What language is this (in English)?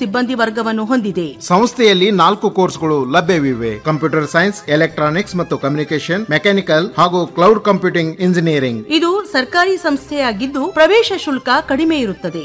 Kannada